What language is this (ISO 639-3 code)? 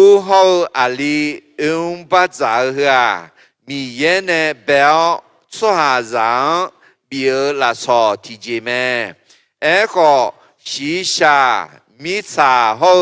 ahk